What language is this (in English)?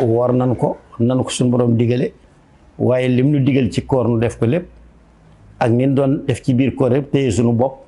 Wolof